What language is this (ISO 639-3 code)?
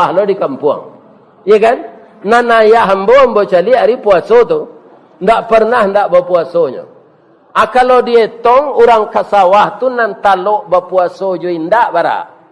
min